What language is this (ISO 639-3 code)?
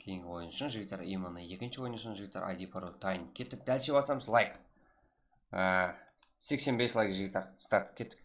kaa